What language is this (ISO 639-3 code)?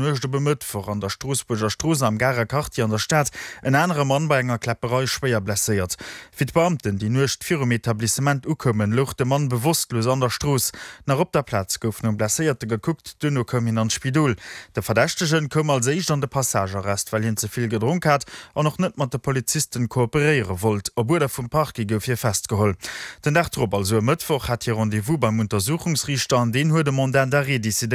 ltz